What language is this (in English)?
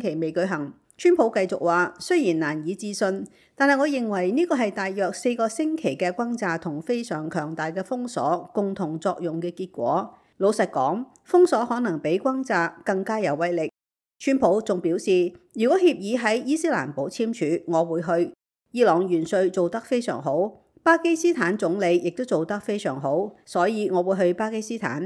Cantonese